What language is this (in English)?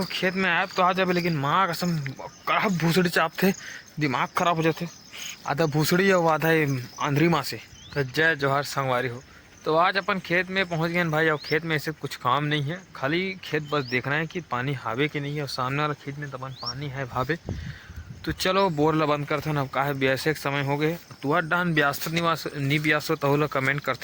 Chhattisgarhi